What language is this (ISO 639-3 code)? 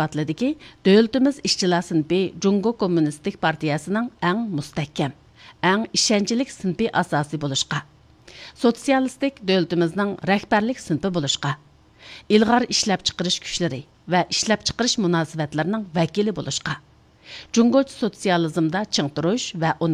uig